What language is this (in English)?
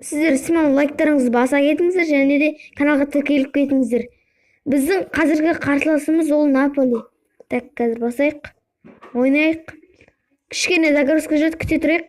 Kazakh